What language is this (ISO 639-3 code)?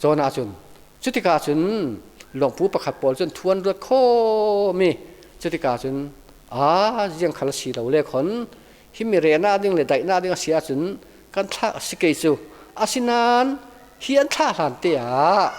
cfm